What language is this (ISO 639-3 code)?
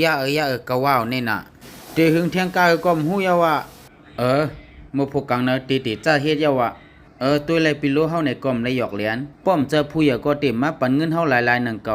shn